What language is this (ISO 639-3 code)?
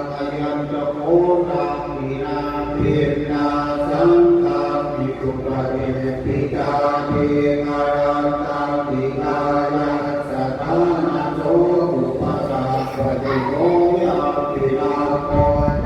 pli